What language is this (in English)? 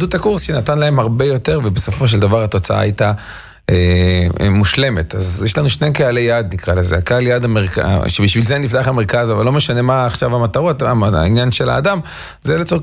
Hebrew